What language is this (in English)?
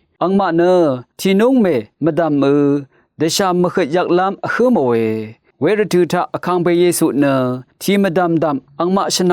Rawang